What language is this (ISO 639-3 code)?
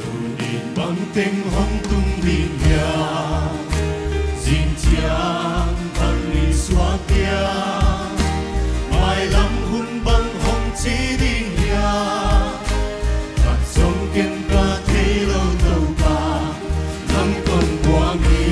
pck